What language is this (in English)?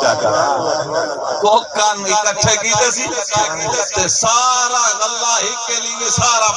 Saraiki